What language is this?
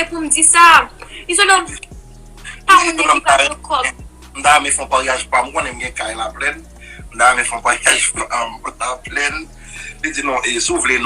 Haitian Creole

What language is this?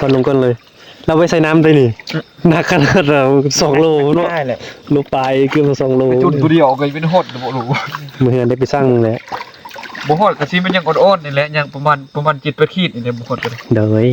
Northeastern Thai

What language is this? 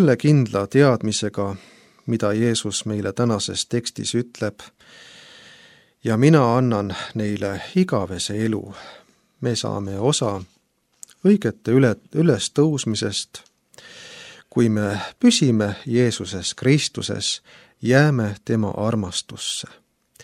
Estonian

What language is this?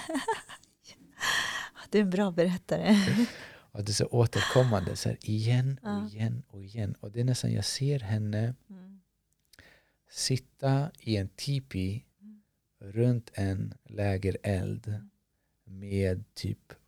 Swedish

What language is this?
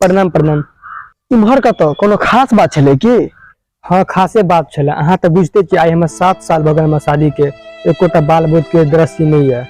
Maithili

